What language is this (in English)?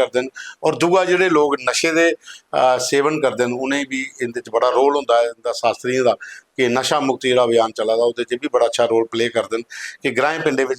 Dogri